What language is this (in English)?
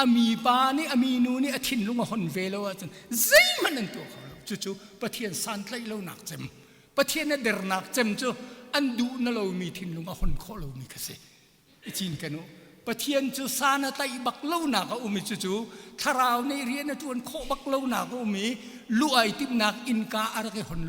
Hakha Chin